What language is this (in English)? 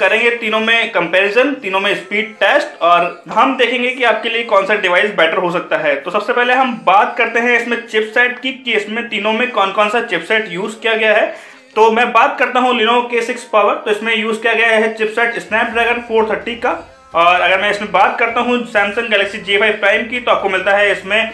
Hindi